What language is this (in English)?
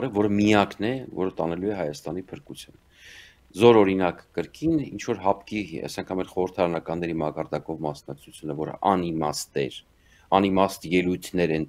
Armenian